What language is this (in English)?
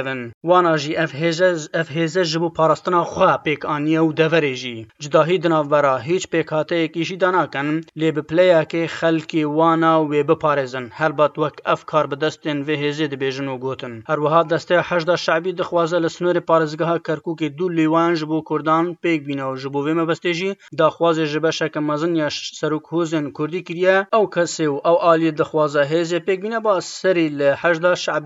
Kurdish